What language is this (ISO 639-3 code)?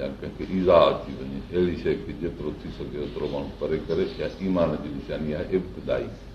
snd